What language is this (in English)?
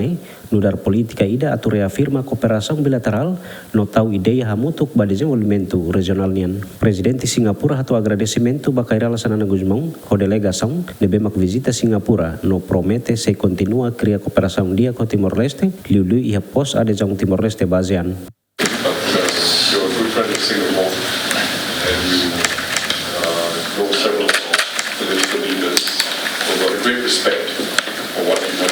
Tetum